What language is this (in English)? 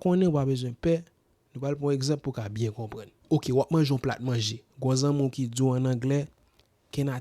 Haitian Creole